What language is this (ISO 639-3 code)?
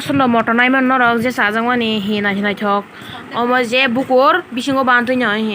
trp